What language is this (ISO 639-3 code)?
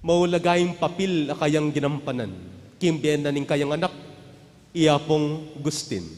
pam